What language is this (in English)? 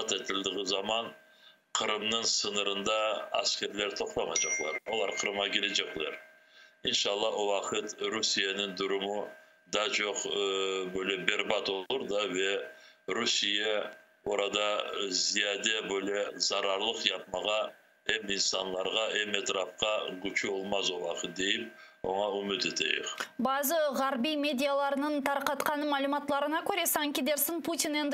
Crimean Tatar